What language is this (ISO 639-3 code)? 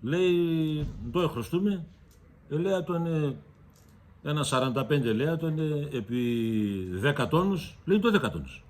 pnt